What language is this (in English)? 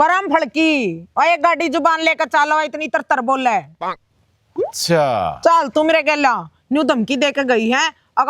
Haryanvi